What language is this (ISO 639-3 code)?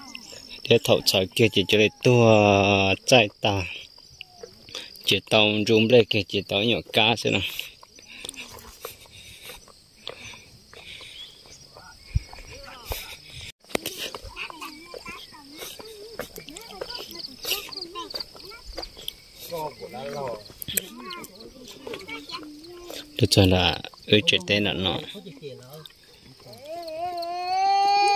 vie